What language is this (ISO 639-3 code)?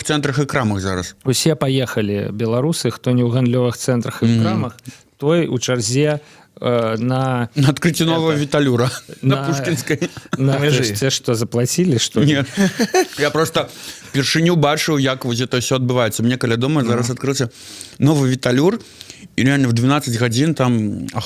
bel